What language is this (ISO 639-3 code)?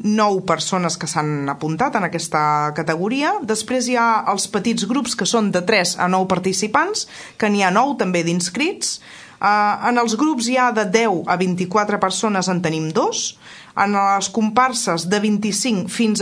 cat